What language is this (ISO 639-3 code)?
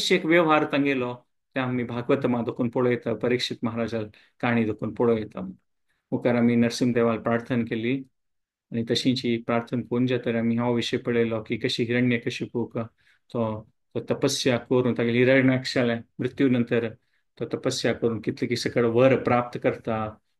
kok